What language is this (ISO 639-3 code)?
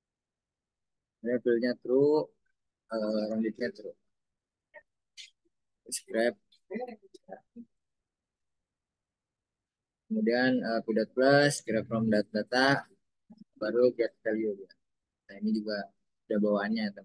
ind